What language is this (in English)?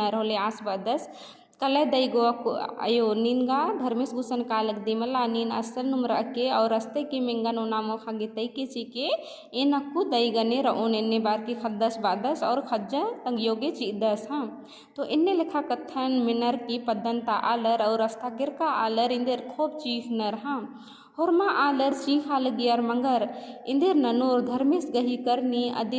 Kurukh